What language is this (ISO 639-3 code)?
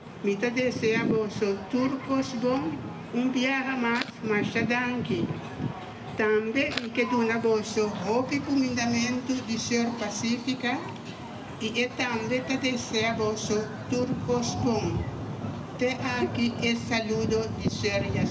pap